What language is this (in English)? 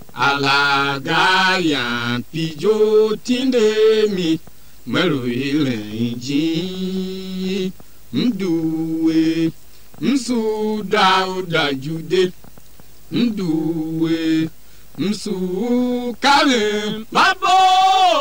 Tiv